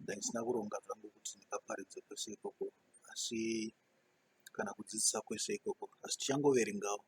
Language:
Shona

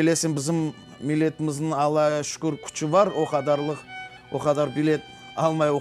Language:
Crimean Tatar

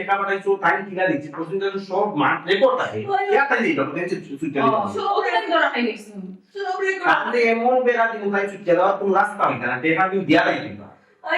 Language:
Sylheti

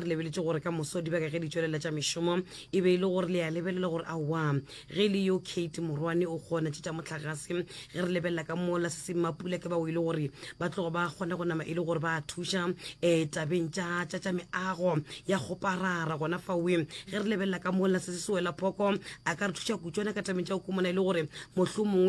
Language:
Northern Sotho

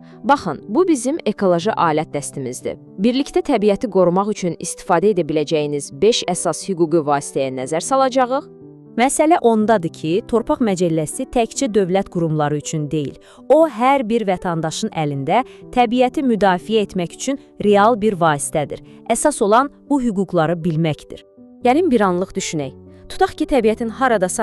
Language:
Azerbaijani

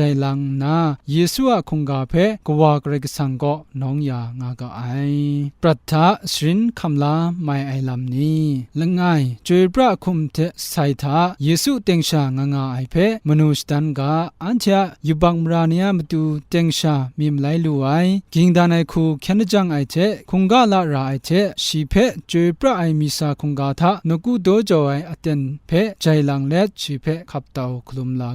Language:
Kachin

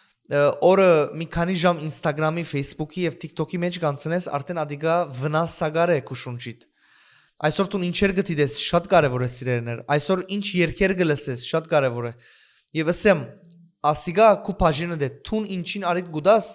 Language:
Western Armenian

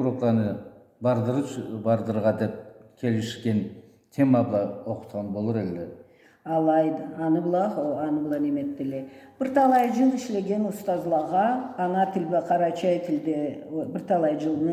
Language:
Karachay-Balkar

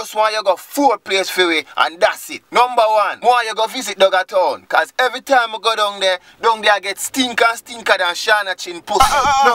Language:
Jamaican Creole English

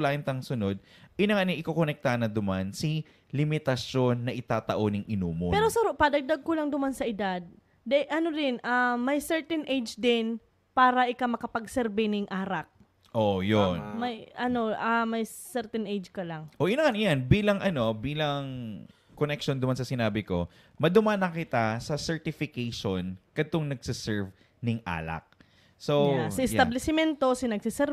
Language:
Bikol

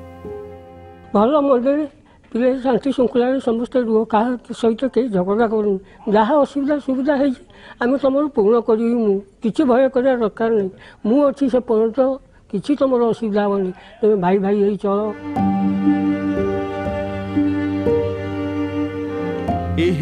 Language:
Odia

